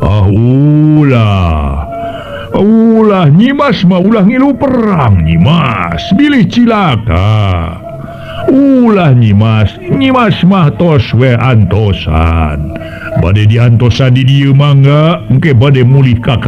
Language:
Sundanese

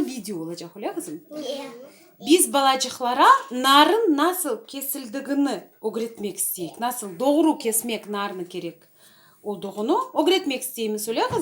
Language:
Crimean Tatar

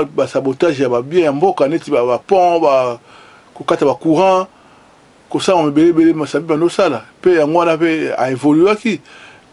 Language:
Lingala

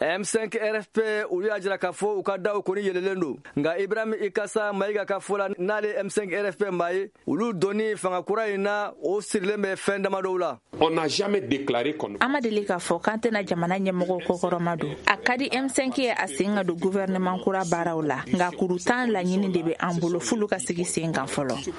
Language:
Bambara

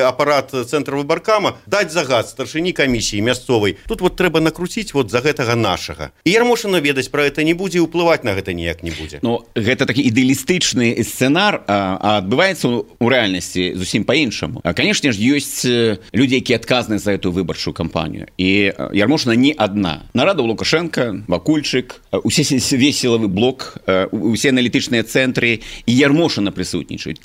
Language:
Belarusian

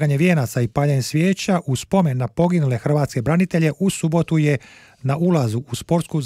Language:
Croatian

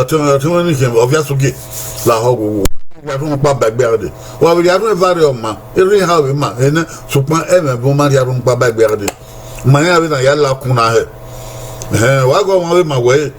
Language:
Bini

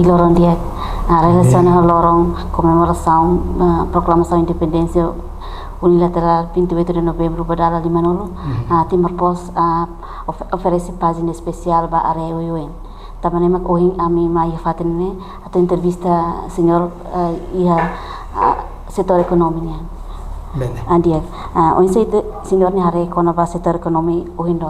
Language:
Tetum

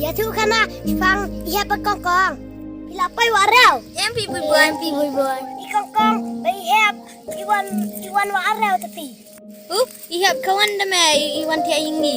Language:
Khasi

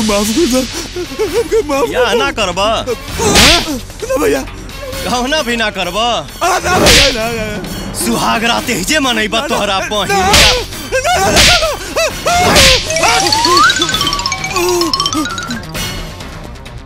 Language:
Bhojpuri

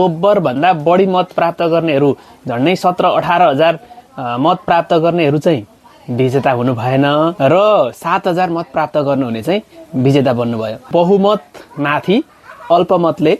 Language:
Nepali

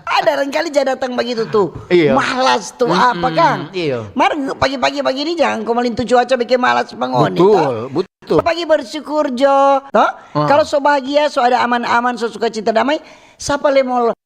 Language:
Manado Malay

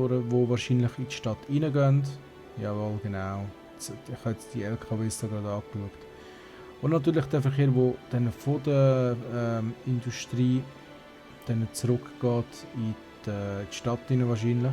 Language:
Swiss German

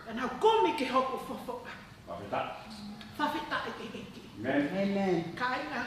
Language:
Tongan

